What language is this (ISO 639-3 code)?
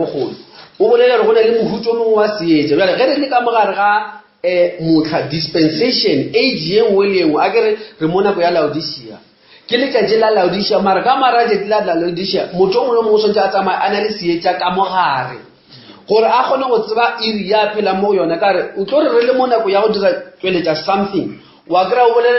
nso